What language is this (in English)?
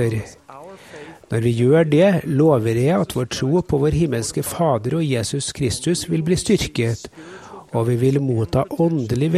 Norwegian